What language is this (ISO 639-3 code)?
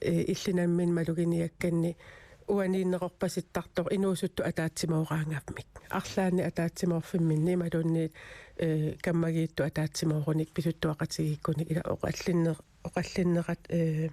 kal